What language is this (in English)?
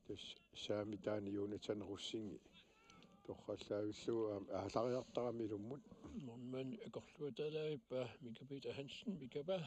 Kalaallisut